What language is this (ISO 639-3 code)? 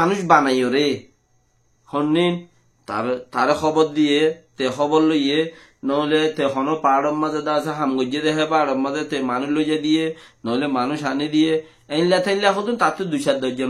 rhg